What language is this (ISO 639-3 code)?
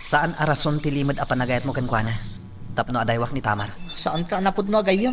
ilo